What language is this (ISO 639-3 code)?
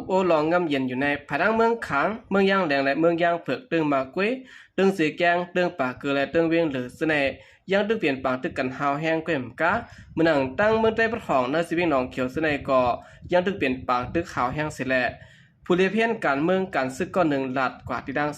shn